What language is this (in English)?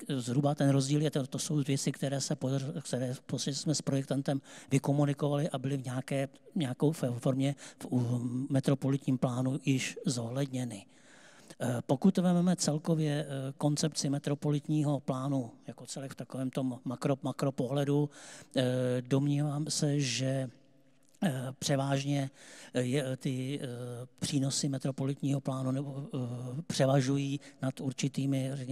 Czech